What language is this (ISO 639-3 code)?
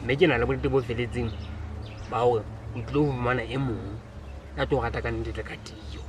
sot